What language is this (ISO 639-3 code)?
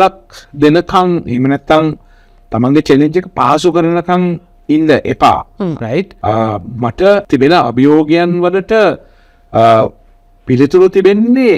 sin